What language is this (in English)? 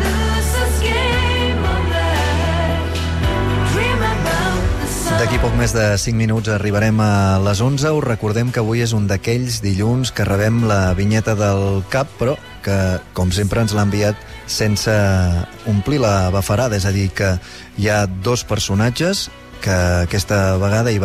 Catalan